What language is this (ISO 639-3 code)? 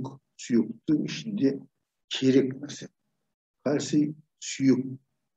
kaz